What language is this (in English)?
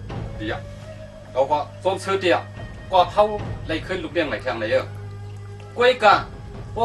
Shan